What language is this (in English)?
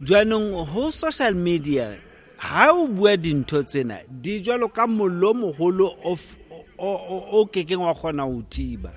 Southern Sotho